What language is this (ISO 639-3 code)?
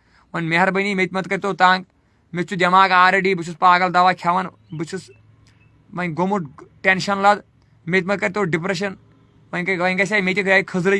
kas